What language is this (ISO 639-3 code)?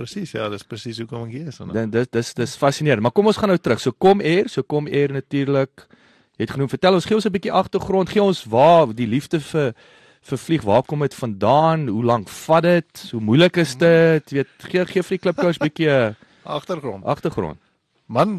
afr